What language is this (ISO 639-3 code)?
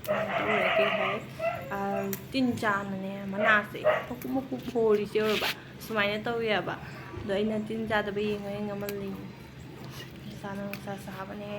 mni